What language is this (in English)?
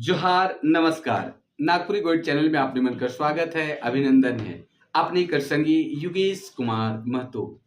Sadri